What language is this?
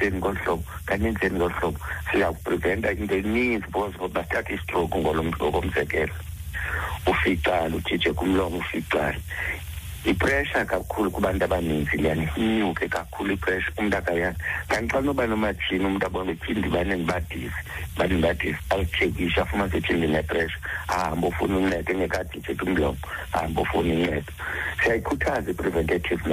Xhosa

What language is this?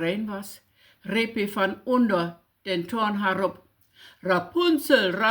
Low German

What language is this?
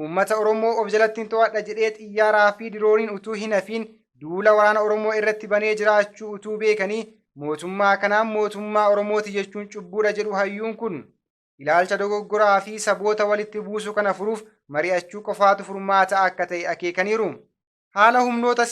Oromo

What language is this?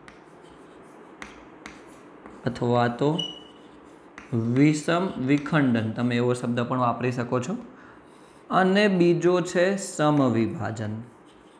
Gujarati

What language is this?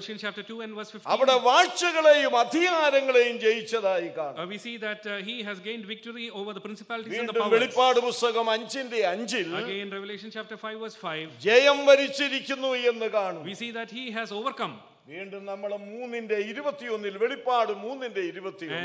Malayalam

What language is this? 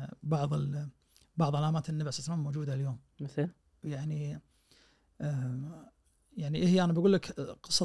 Najdi Arabic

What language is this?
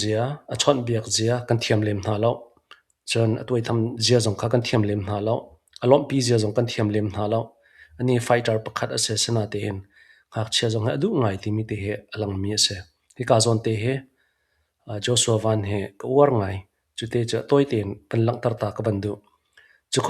Hakha Chin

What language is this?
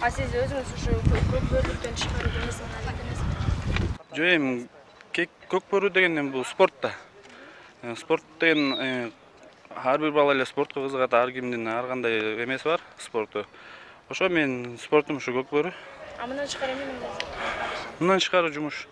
Kyrgyz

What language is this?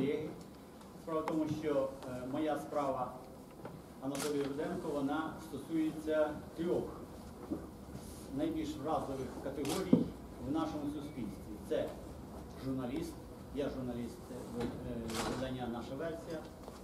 Ukrainian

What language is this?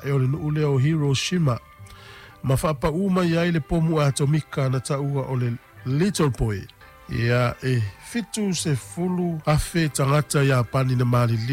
Samoan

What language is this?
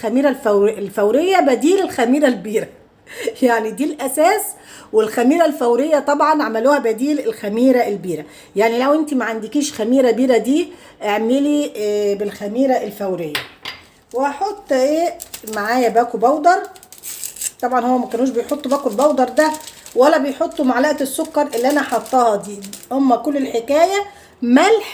Egyptian Arabic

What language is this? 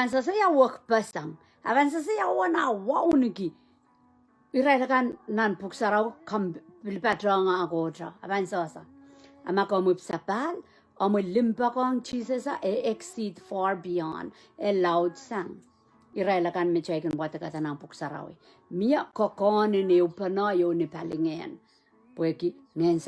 Pohnpeian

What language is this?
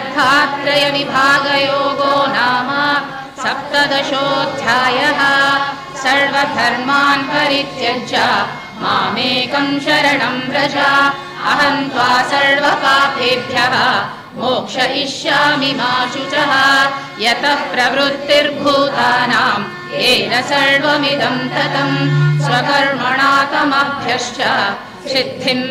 Sanskrit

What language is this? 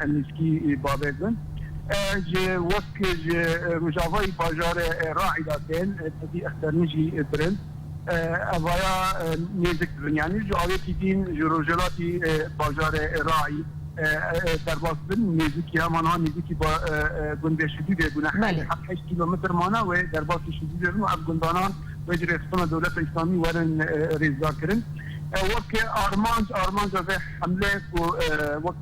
Kurdish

